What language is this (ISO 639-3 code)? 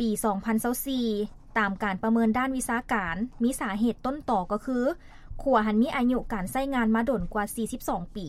lao